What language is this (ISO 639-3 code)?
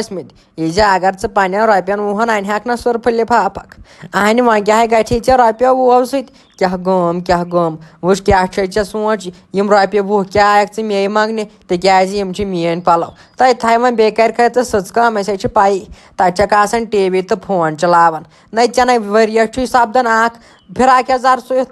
kas